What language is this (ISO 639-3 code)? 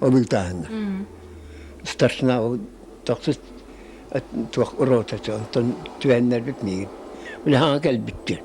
sah